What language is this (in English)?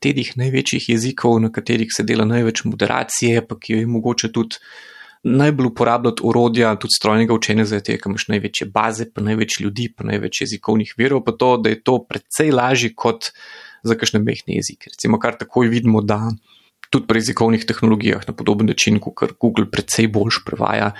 Slovenian